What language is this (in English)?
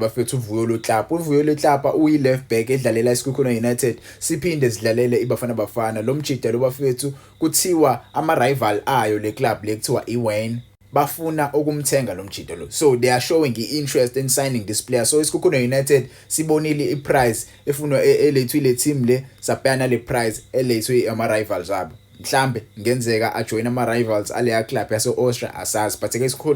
Zulu